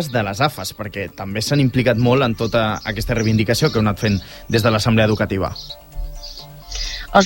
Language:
Catalan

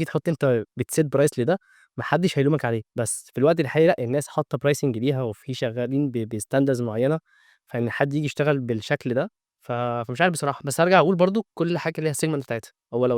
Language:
Egyptian Arabic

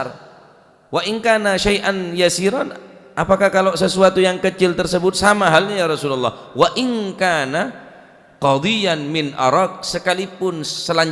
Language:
Madurese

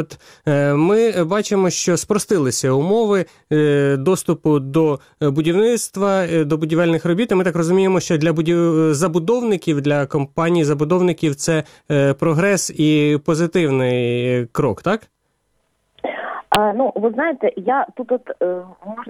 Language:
Ukrainian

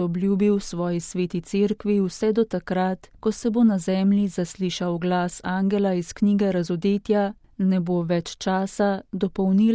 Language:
Slovenian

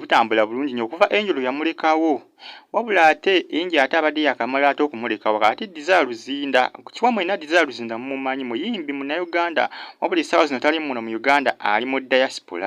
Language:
Ganda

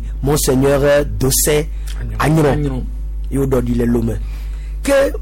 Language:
Gen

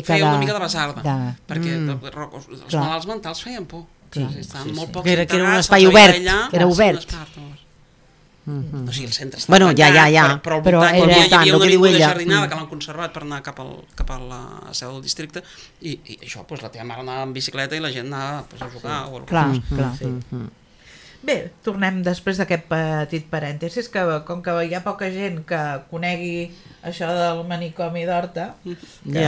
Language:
Catalan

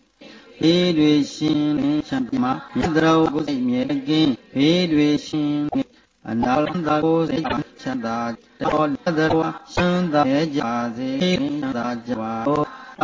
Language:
Burmese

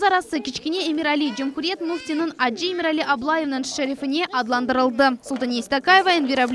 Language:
Crimean Tatar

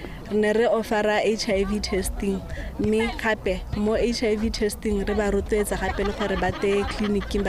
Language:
Tswana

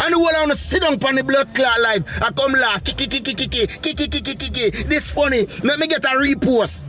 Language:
Jamaican Creole English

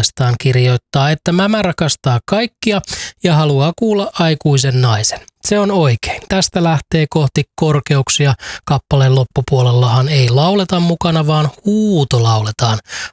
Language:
Finnish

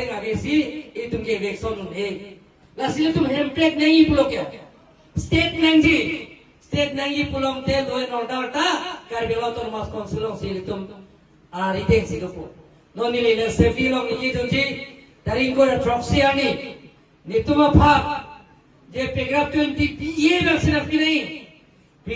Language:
Karbi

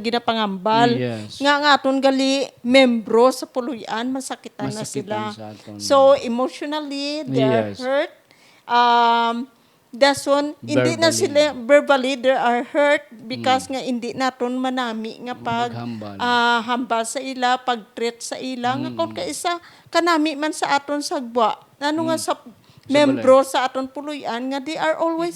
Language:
Hiligaynon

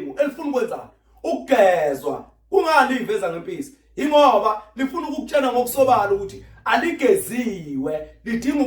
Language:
Zulu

